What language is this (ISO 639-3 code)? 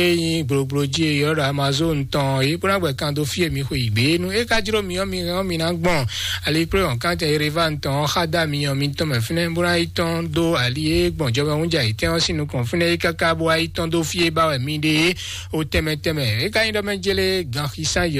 fon